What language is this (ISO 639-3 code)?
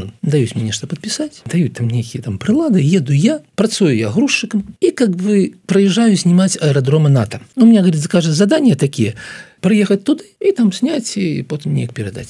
bel